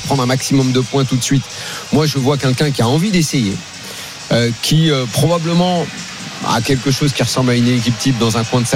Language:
French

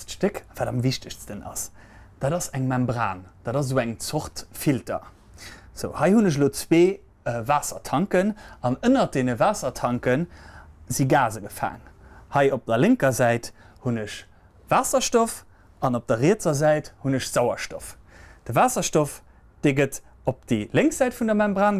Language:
Luxembourgish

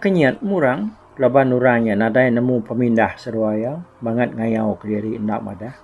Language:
Iban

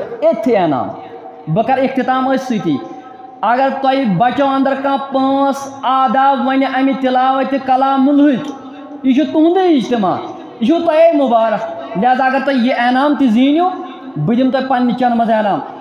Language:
Kashmiri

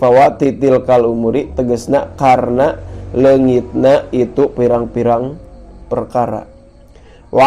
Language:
Sundanese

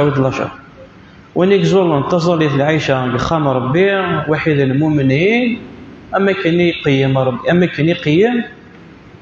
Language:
Kabyle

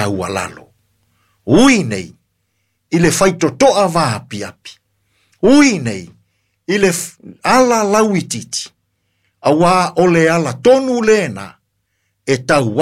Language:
Samoan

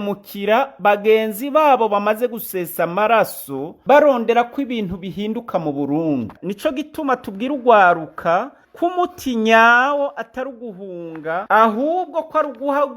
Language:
Rundi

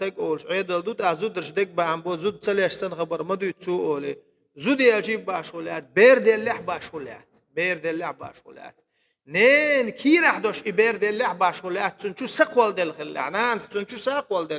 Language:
Chechen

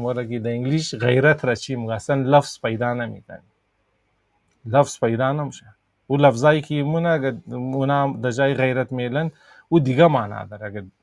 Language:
Persian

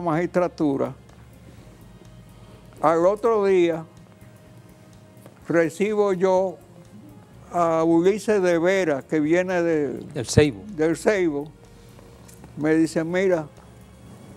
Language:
Spanish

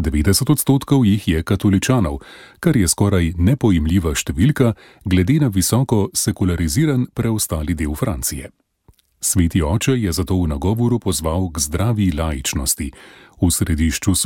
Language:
Slovenian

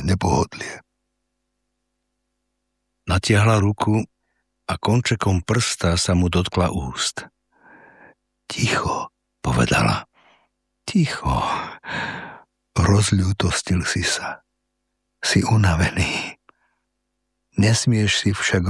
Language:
Slovak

